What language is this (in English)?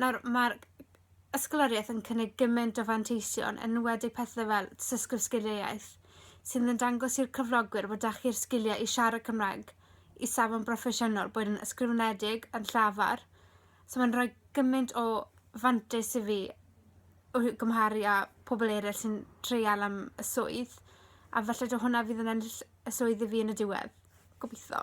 Welsh